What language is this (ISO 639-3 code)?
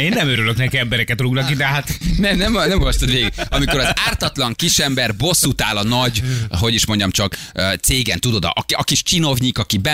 hun